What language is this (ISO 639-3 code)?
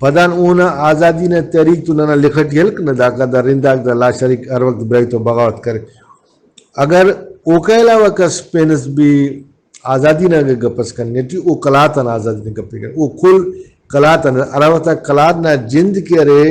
brh